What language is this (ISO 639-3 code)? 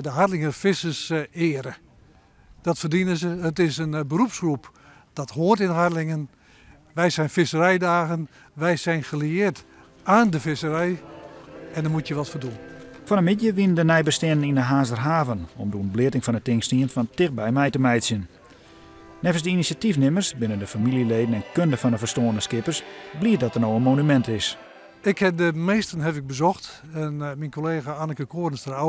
fry